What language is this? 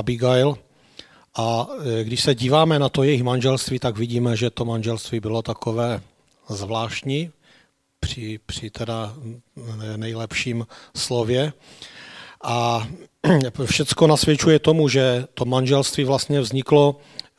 Czech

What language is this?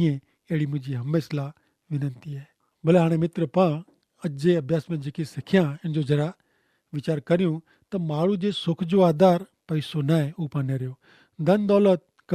Kachhi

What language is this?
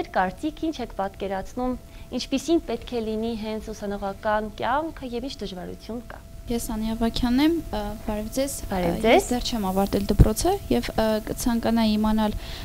Armenian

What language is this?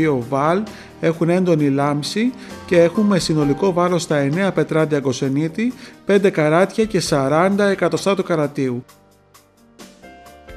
Greek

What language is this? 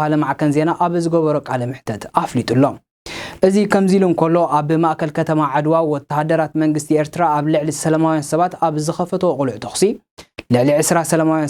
Tigrinya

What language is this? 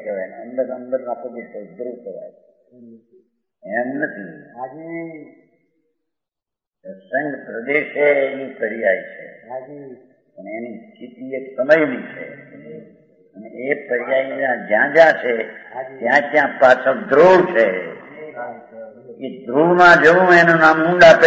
Gujarati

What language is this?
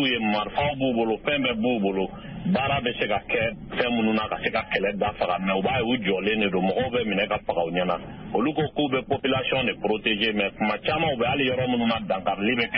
Bambara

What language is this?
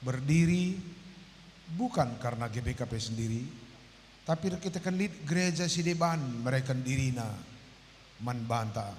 Batak Karo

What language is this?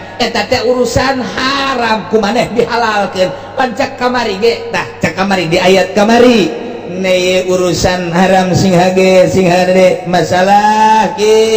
Sundanese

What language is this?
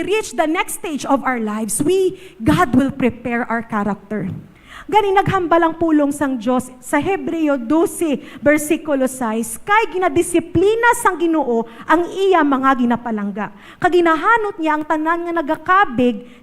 Hiligaynon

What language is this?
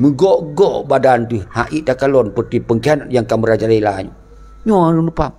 Achinese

